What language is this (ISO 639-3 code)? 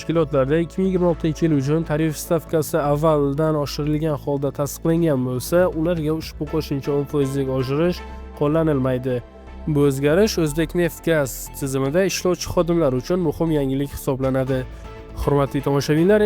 uzb